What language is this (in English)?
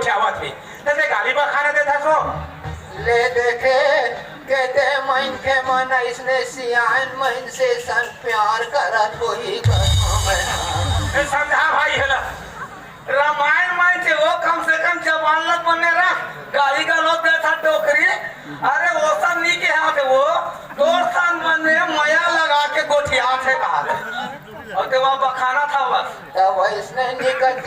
Chhattisgarhi